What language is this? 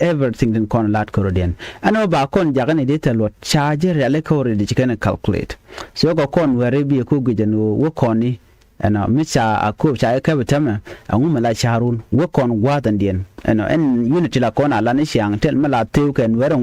Nuer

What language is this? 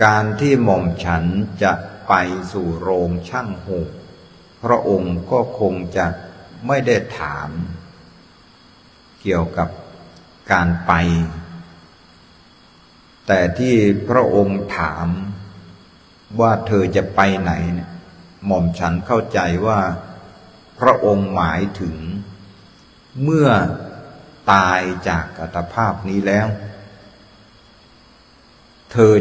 Thai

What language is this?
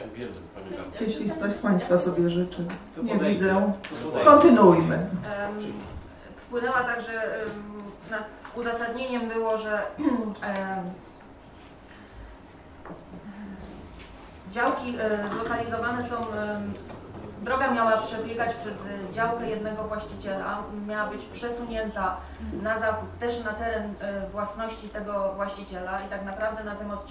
Polish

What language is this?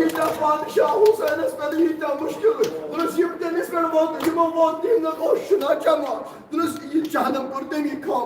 Kashmiri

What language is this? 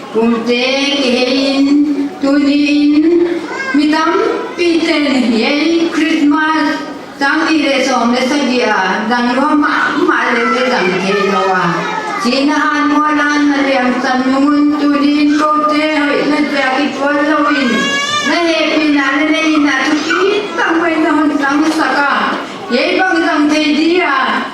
Paite Chin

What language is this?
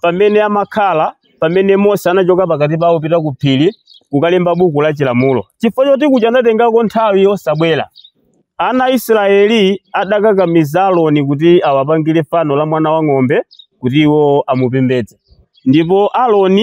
Nyanja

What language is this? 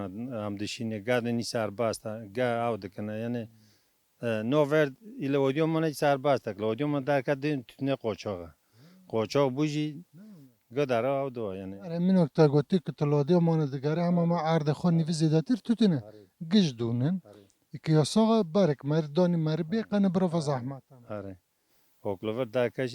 Kurdish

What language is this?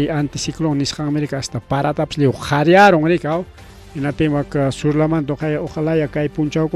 Ayacucho Quechua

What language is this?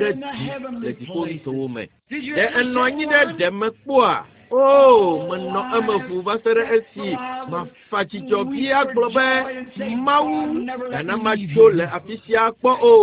Ewe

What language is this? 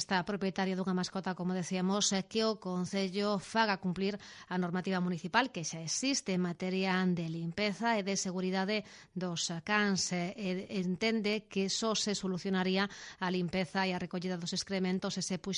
Galician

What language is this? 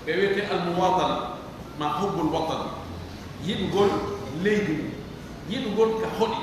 Pular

